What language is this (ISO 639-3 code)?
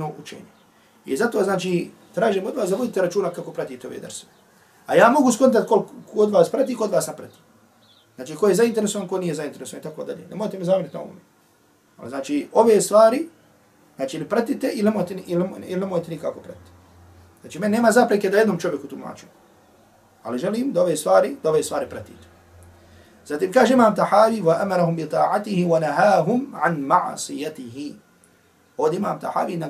bos